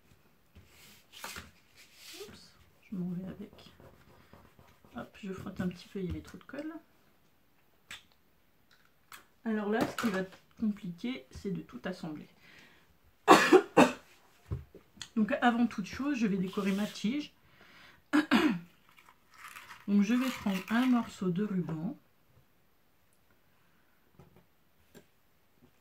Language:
French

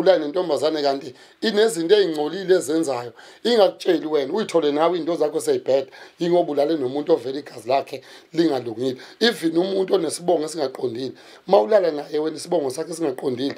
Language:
Zulu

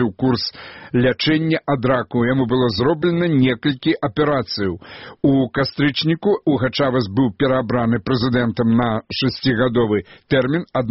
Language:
Belarusian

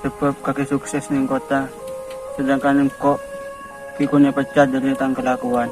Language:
Madurese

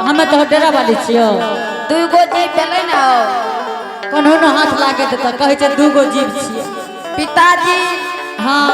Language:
Angika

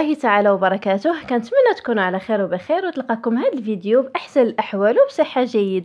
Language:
Moroccan Arabic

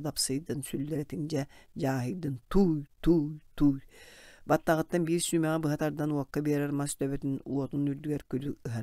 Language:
Yakut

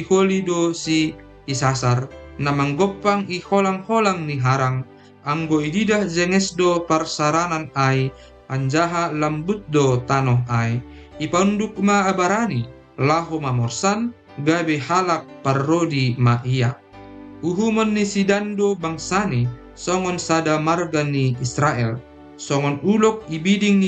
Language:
Batak Simalungun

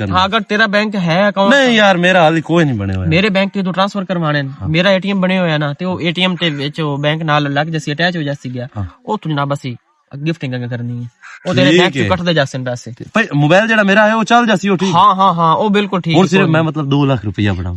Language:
Western Panjabi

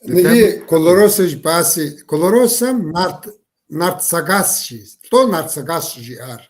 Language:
Kabardian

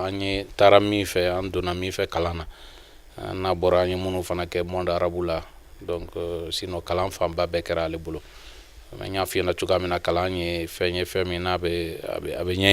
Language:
Bambara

